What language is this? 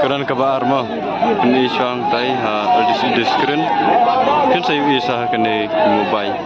Khasi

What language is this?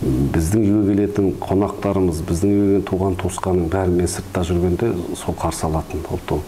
Kazakh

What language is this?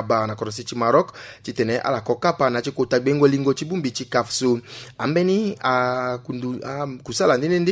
Sango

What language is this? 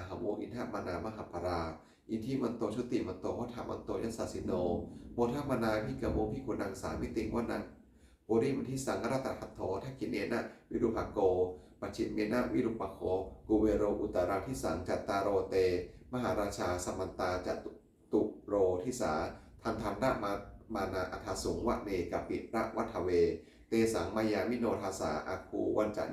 Pali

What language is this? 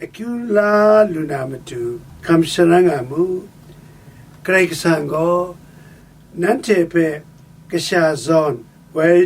Kachin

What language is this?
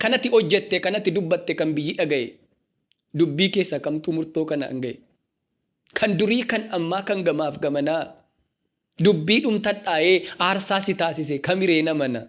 Oromo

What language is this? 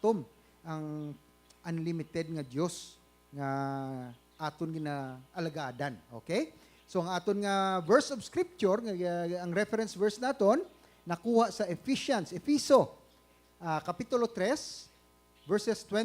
Hiligaynon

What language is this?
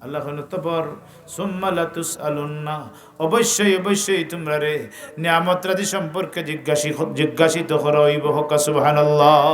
Sylheti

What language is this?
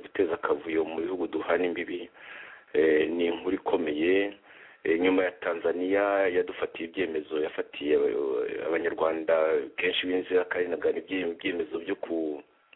Kinyarwanda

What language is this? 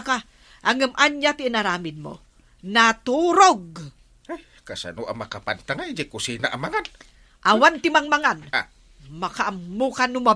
Iloko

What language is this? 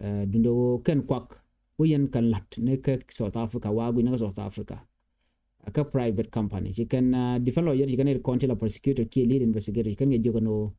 Nuer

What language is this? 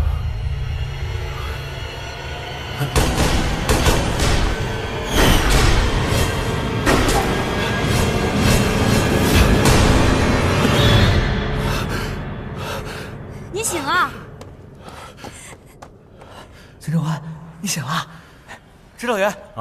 Chinese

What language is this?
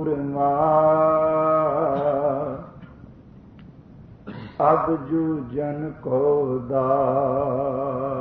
Punjabi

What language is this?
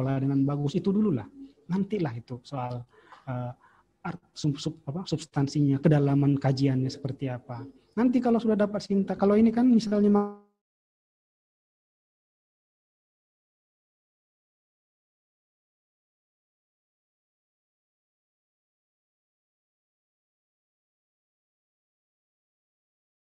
Indonesian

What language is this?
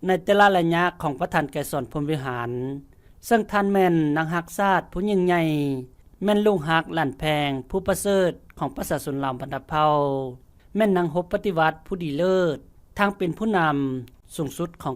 Lao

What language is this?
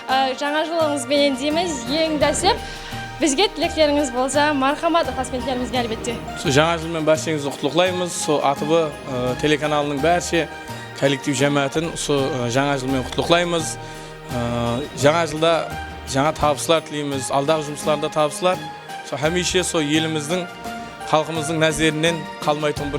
Kara-Kalpak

